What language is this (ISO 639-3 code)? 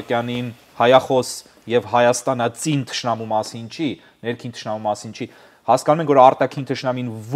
hye